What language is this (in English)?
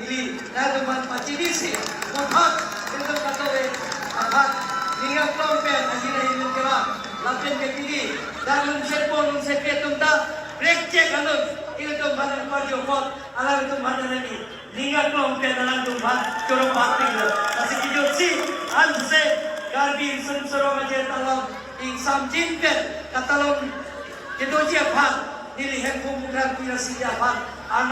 Karbi